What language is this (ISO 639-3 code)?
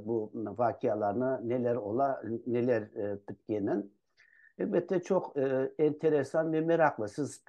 crh